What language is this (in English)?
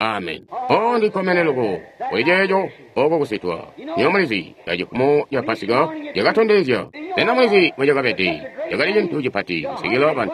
Tonga (Zambia)